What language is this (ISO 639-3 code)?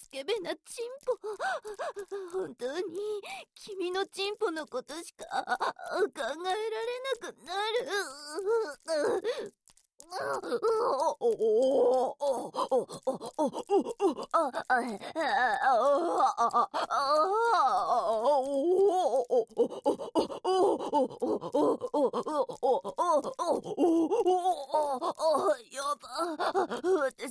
jpn